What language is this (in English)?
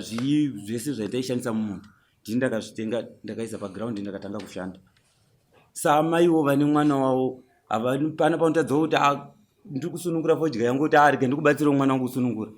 Shona